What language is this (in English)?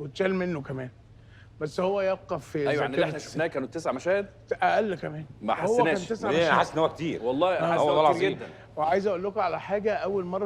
Egyptian Arabic